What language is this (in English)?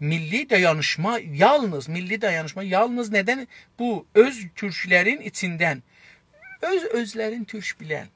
South Azerbaijani